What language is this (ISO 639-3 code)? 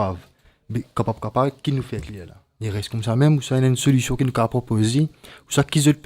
mfe